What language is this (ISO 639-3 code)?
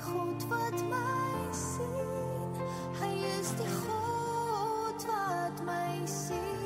afr